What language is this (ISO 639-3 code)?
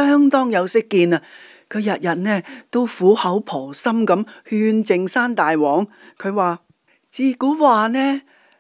yue